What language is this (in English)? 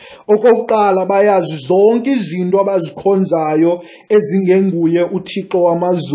Xhosa